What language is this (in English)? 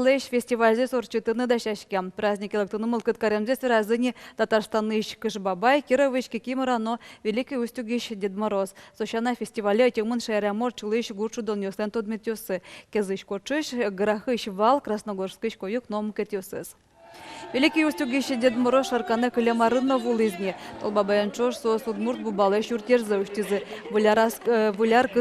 Udmurt